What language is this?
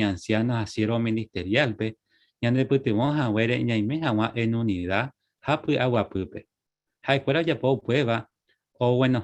Guarani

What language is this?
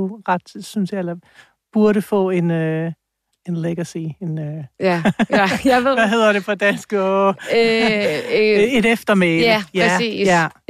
Danish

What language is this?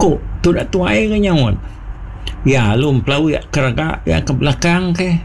Iban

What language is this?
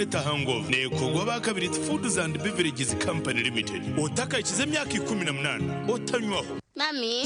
Nyankole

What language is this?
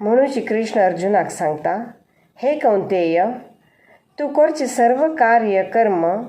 Konkani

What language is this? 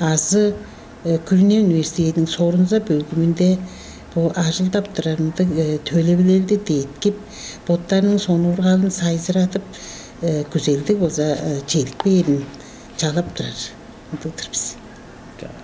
Tuvinian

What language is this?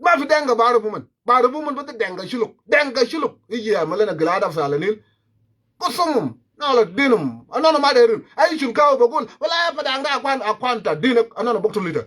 Nuer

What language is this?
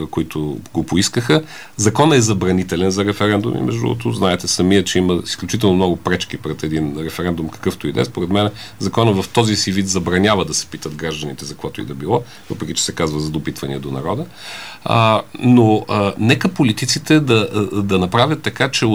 Bulgarian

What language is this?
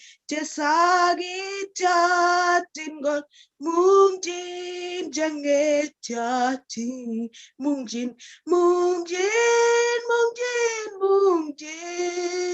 Kalenjin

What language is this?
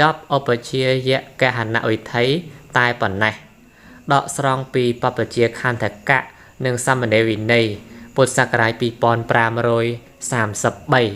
Khmer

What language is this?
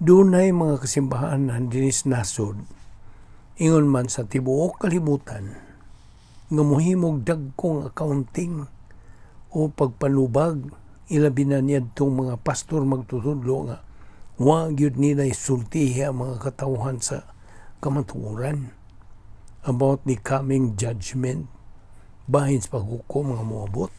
Cebuano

